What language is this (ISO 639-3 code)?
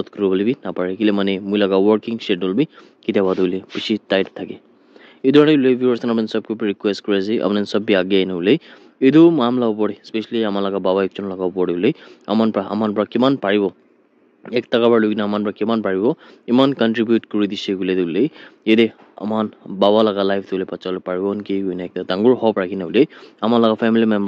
nag